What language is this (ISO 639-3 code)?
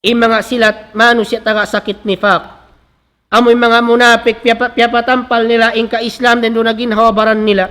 tsg